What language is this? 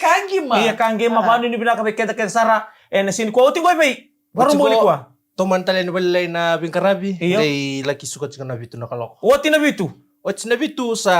Fijian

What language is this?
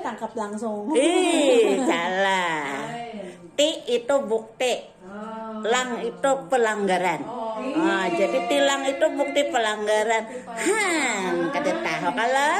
Banjar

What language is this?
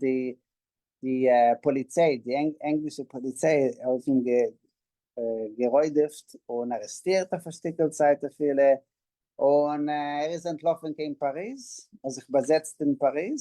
Yiddish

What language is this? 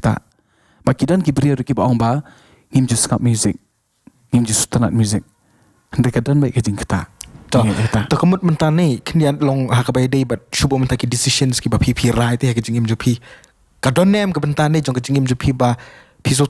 Khasi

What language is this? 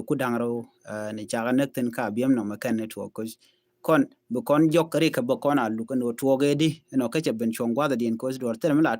Nuer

